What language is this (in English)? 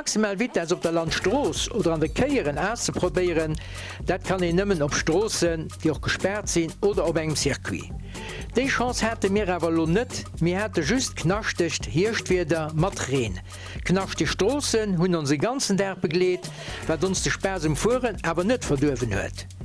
Luxembourgish